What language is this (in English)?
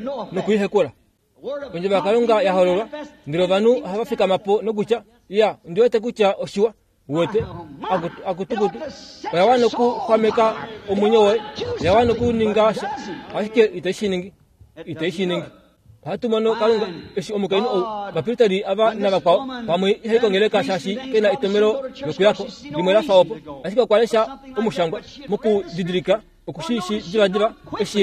Kuanyama